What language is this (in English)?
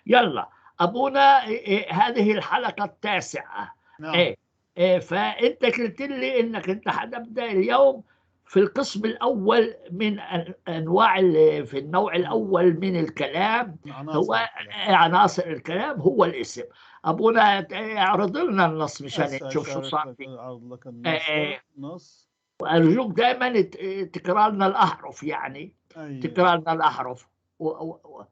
North Levantine Arabic